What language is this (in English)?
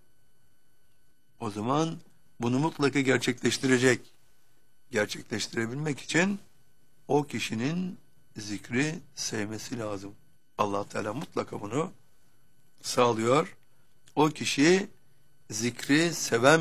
Turkish